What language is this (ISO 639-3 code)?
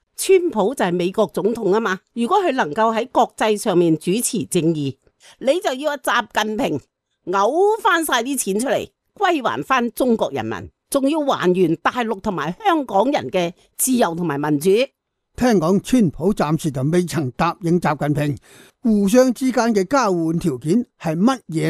yue